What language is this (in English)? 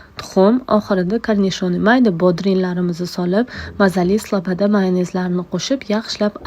Uzbek